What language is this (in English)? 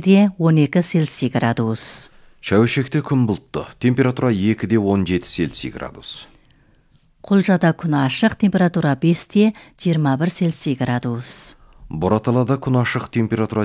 Kazakh